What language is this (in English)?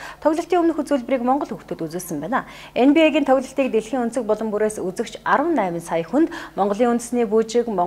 Mongolian